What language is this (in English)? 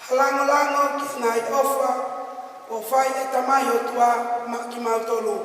Tongan